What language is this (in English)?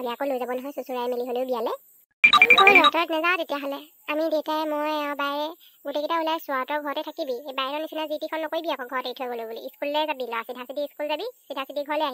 Assamese